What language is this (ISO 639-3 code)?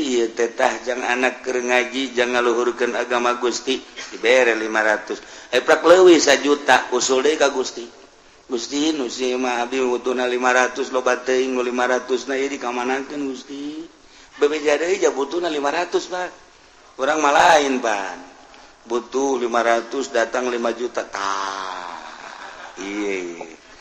sun